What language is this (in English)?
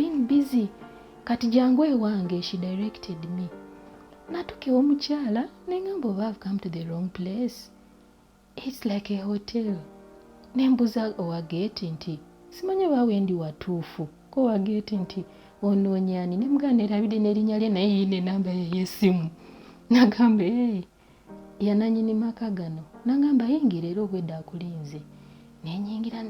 Ganda